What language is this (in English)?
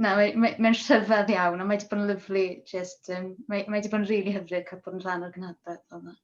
Welsh